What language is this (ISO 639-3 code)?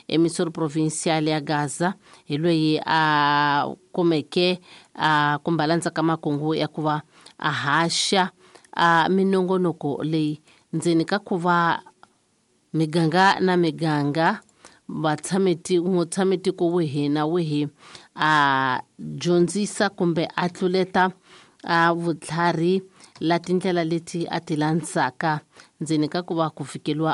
tso